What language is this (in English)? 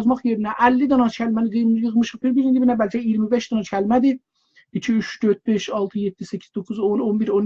South Azerbaijani